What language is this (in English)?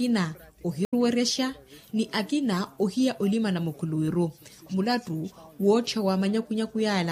Makhuwa